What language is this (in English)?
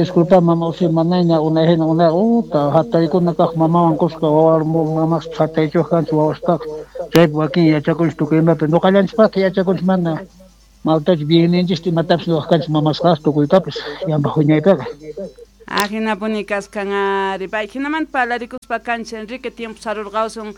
South Bolivian Quechua